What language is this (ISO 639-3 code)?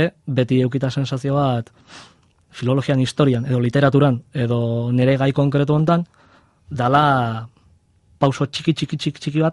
eus